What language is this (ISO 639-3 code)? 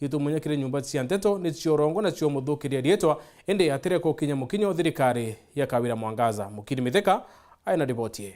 mer